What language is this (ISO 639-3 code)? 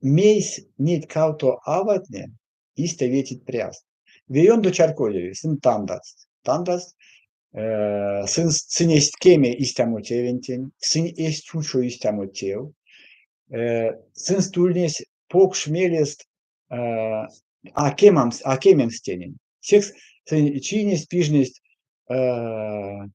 myv